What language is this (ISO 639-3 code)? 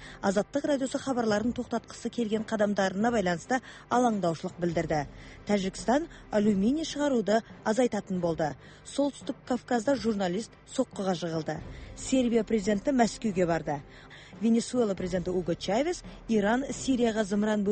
kaz